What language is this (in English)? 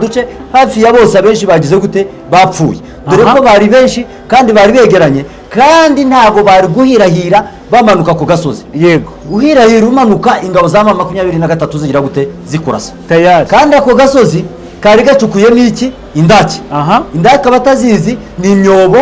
Kinyarwanda